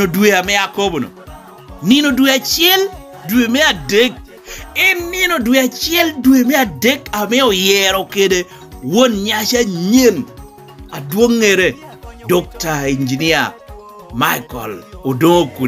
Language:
Lango (Uganda)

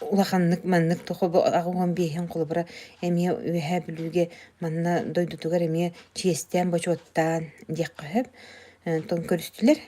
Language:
Yakut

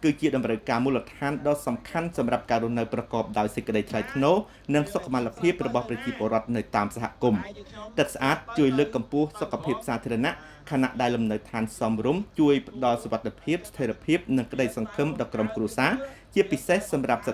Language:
Khmer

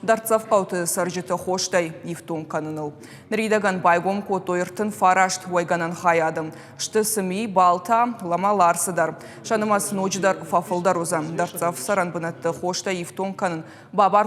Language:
Ossetic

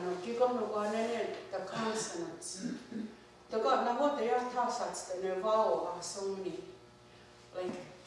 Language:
Mohawk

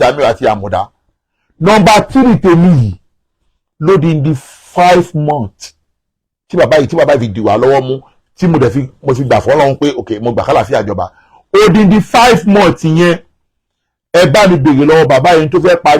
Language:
Yoruba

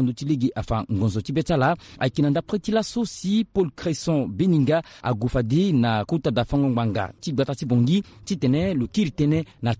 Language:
Sango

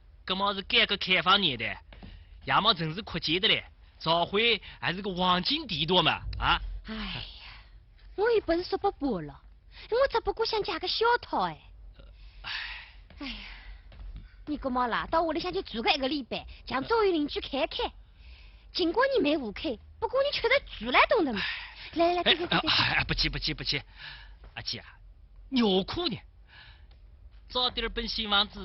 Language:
Wu Chinese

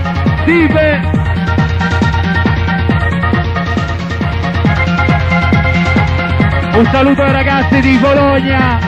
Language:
Italian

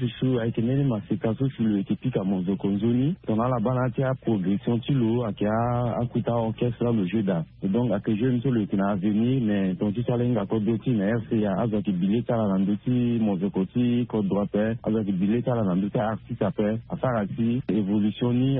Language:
Sango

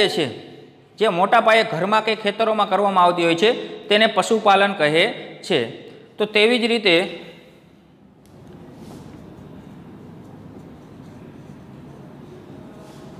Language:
Gujarati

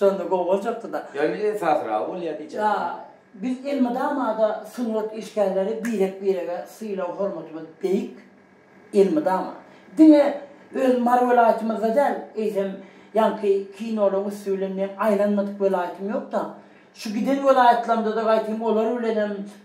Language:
Turkmen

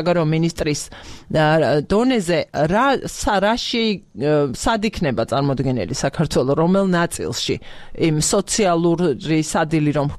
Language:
Georgian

